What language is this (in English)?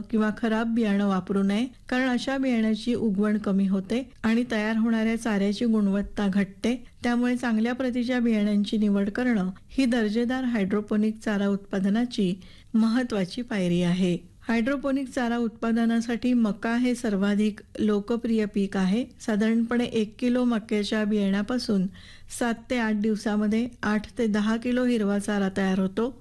Marathi